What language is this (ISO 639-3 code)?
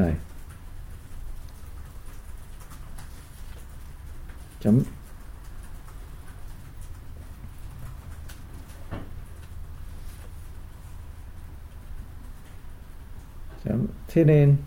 vie